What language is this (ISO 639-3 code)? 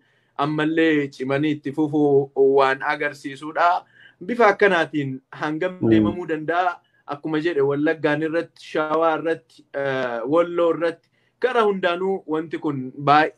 orm